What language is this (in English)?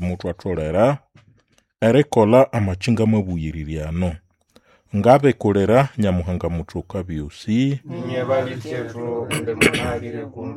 Nande